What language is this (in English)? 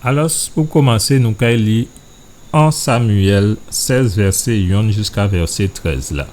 Guadeloupean Creole French